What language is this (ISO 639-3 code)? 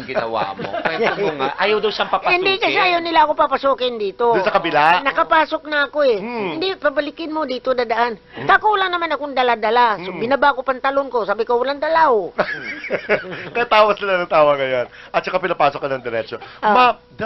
fil